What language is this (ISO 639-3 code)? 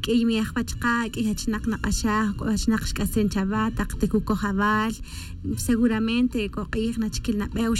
tzj